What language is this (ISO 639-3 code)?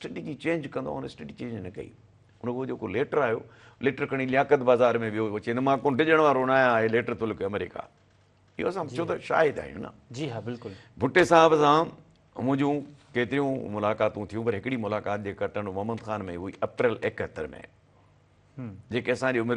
snd